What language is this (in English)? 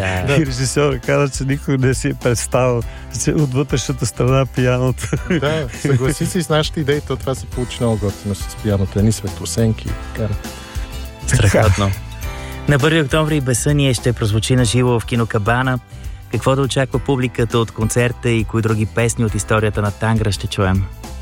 Bulgarian